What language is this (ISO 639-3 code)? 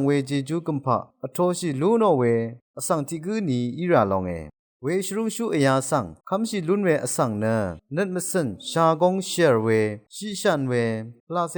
raw